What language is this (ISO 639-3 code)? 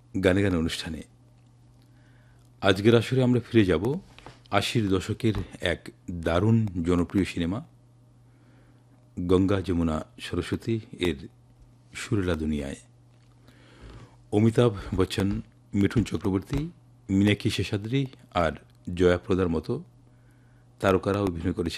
ben